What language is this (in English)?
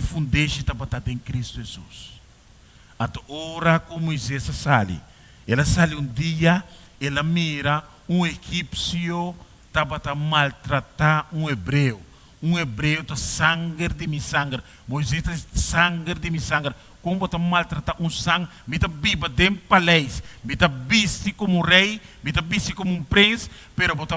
Papiamento